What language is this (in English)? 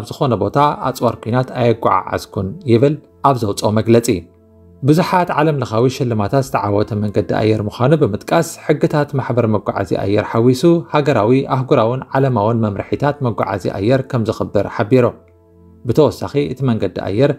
Tigrinya